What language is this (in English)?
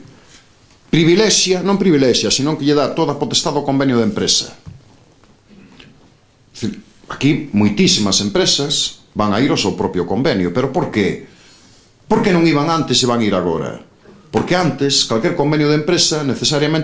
Galician